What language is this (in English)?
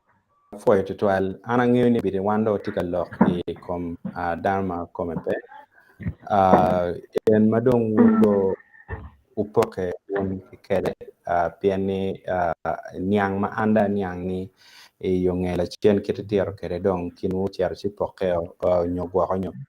Acoli